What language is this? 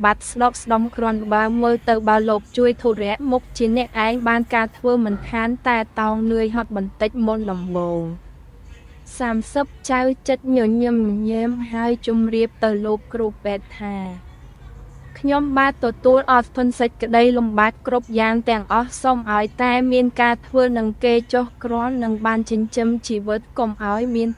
Khmer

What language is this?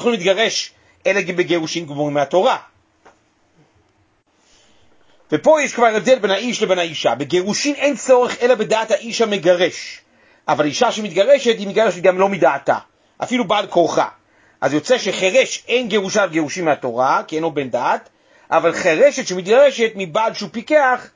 Hebrew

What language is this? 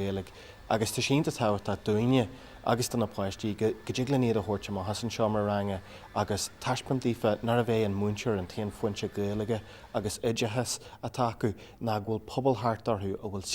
Irish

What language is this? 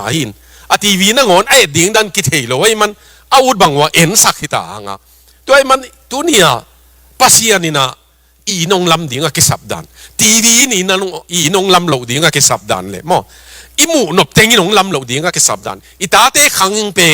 Tedim Chin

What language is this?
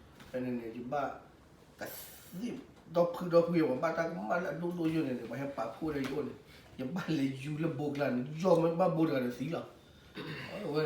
S'gaw Karen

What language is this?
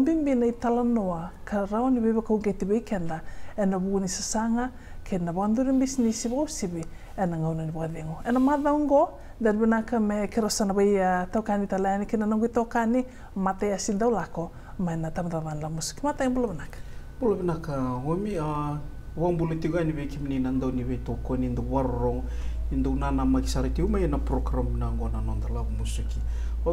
Fijian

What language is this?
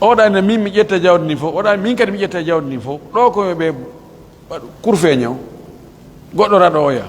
Pular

